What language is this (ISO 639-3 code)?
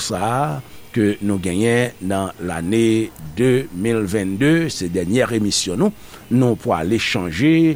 hat